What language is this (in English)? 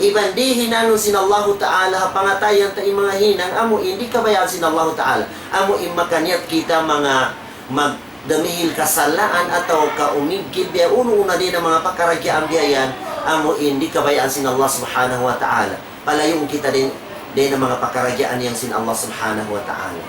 Tausug